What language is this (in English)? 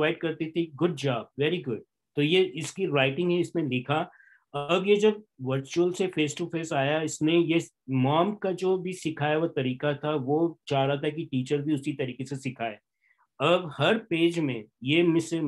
Hindi